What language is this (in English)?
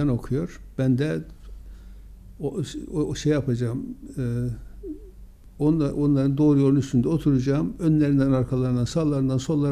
Turkish